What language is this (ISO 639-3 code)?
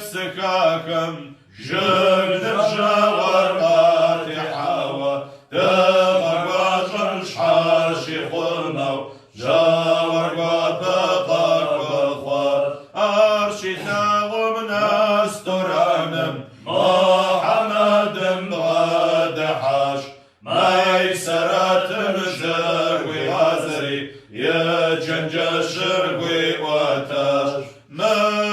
kbd